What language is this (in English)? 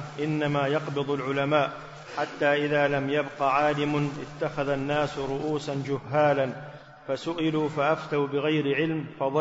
Arabic